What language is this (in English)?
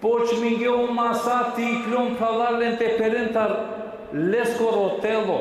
Balkan Romani